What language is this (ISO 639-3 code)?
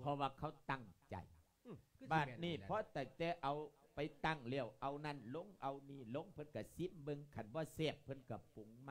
lao